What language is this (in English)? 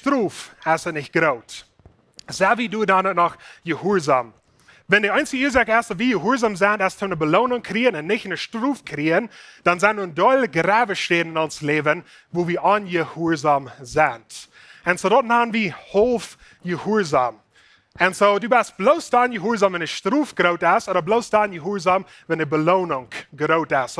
Plautdietsch